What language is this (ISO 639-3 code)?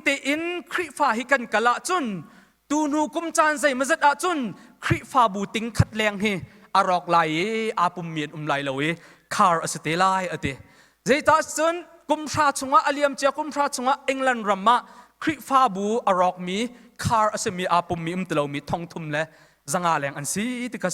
cnh